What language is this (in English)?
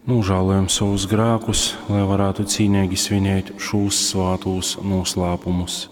Latgalian